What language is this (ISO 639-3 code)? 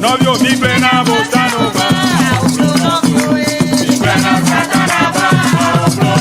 ewe